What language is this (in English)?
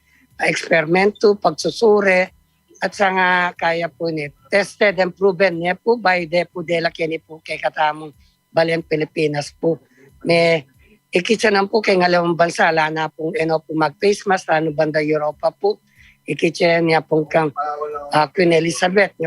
Pampanga